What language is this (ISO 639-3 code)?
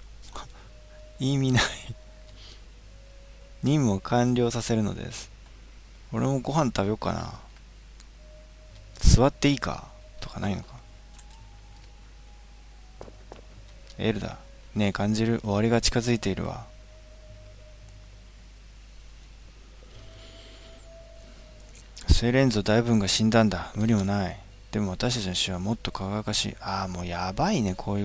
jpn